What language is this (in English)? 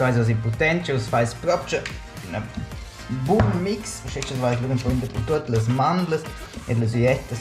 Romansh